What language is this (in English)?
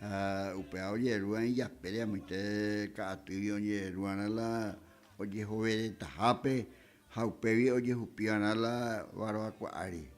Guarani